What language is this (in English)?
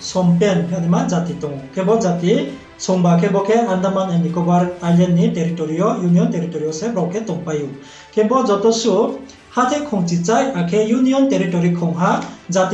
Riang (India)